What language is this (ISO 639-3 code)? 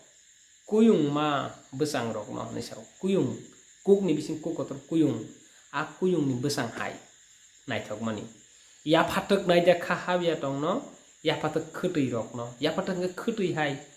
trp